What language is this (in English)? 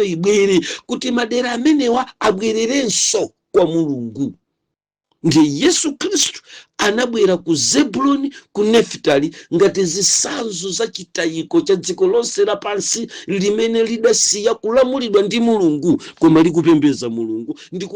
Nyanja